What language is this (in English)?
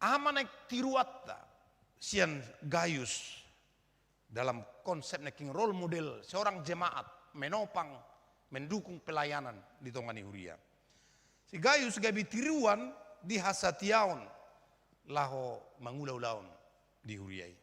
Batak Toba